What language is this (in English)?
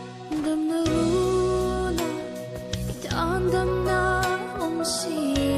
Mizo